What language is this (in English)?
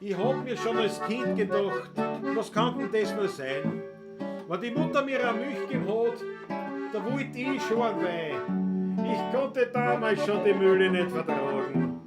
Bavarian